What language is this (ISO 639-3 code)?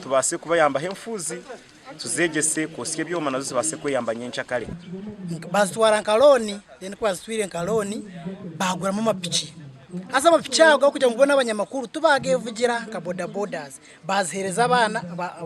nyn